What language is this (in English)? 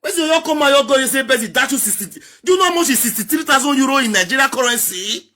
Nigerian Pidgin